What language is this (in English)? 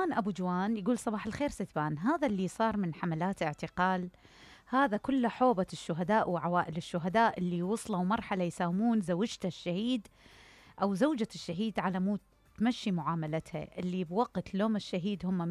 Mesopotamian Arabic